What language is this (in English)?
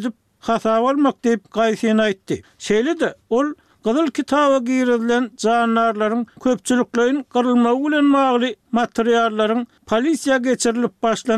Turkmen